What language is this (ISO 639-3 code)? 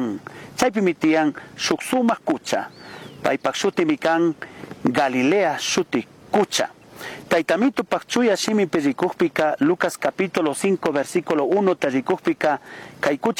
qug